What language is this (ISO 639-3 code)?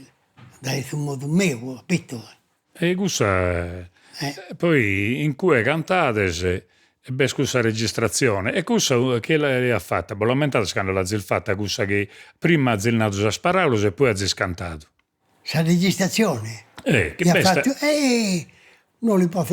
srd